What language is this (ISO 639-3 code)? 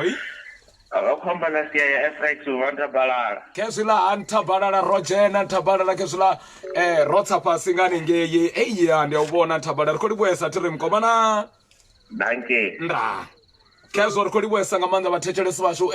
ven